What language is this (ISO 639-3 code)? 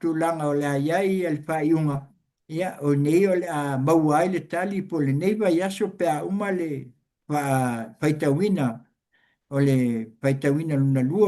smo